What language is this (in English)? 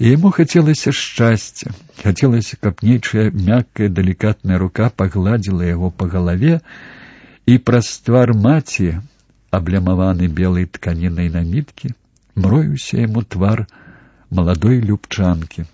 Belarusian